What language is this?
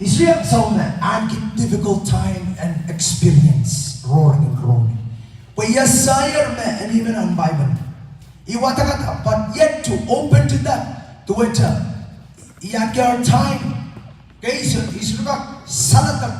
Pohnpeian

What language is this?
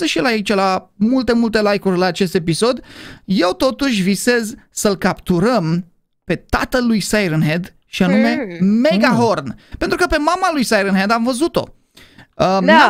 Romanian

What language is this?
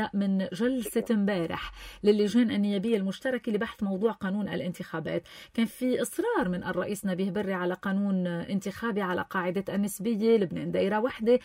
North Levantine Arabic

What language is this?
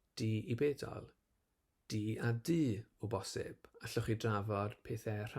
Welsh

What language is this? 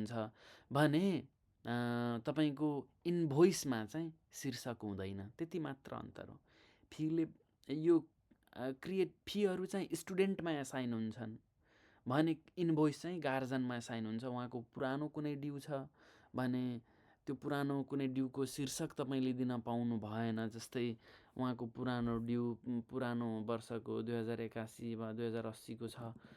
Nepali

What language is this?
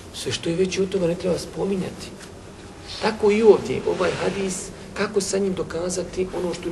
Bosnian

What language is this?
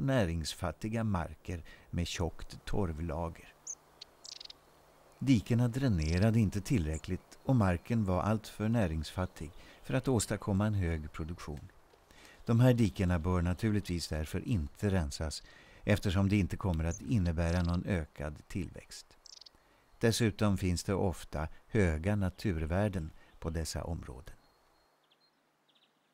Swedish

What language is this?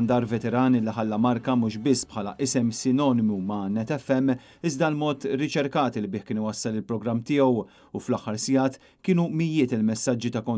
Maltese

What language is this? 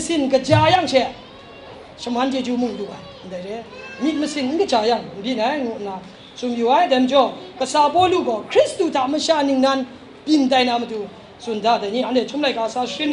Kachin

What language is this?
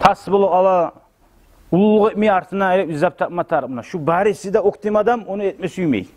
Kumyk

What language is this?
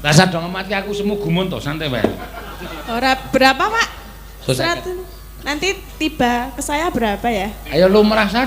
Javanese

